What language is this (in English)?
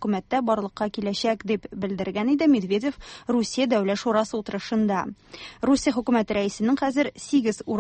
Tatar